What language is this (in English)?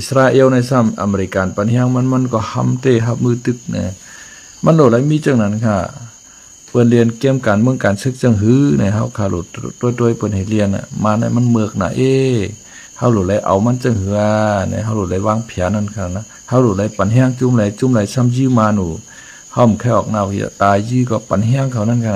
Shan